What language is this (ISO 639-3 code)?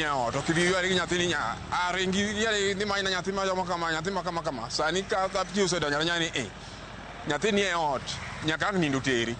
luo